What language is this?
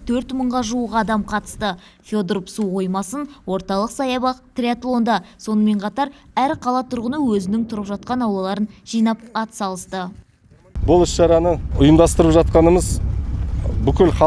Kazakh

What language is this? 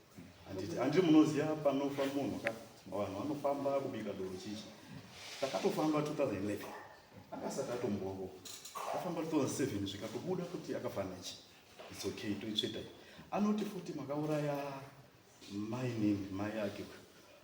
Shona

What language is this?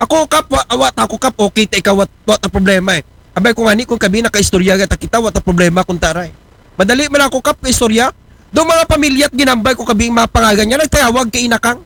Aklanon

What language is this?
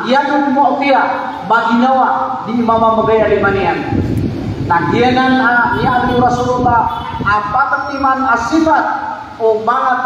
Maranao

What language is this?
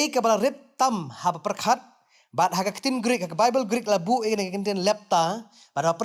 Khasi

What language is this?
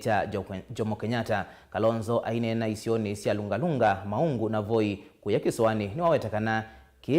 Kamba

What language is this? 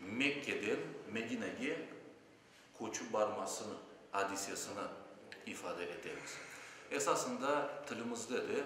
Crimean Tatar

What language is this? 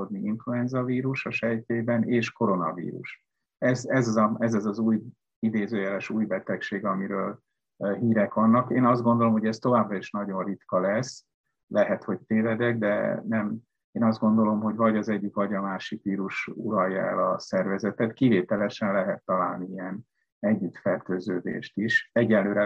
Hungarian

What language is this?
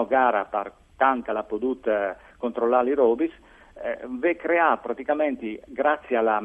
Friulian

